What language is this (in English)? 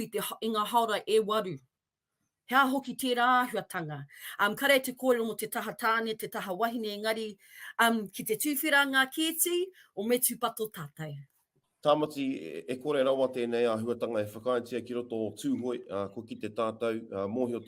Māori